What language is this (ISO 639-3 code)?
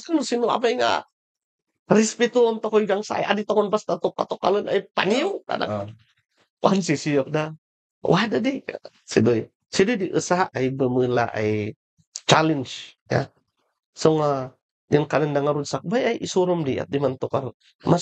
kne